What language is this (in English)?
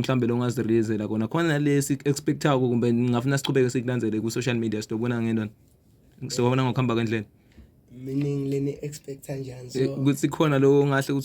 Zulu